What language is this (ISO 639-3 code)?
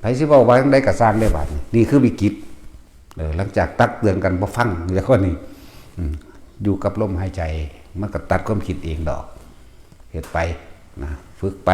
tts